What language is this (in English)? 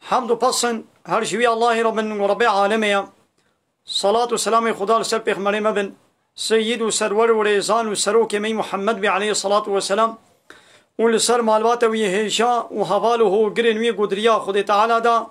Kurdish